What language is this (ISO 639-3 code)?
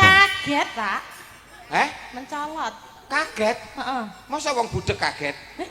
jav